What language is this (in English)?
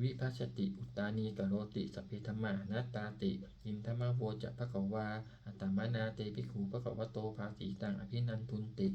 Pali